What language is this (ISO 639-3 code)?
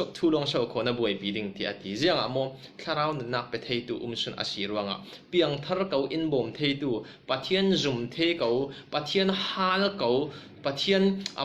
cfm